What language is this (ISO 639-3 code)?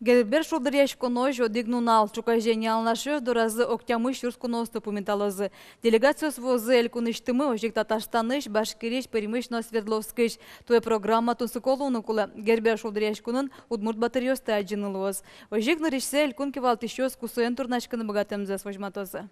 udm